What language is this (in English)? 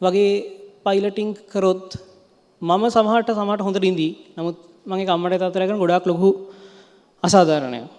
Sinhala